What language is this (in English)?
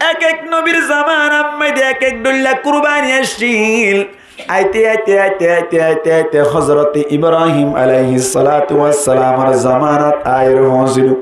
Rohingya